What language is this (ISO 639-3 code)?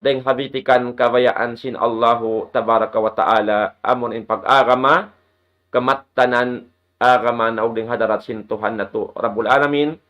tsg